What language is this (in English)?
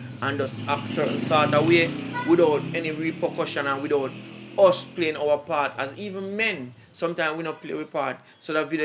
Jamaican Creole English